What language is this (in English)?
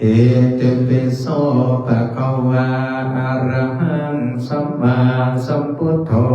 Pali